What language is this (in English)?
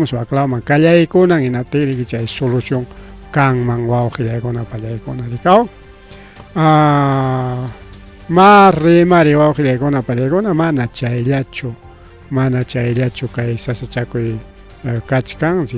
Ayacucho Quechua